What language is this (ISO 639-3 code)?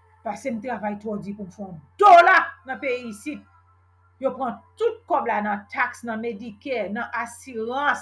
hat